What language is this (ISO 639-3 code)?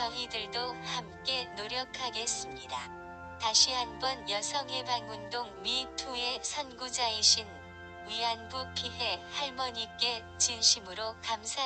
kor